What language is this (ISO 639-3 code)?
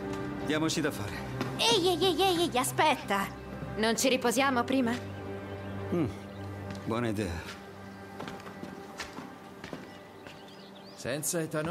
ita